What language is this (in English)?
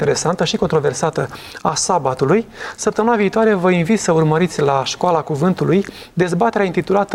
Romanian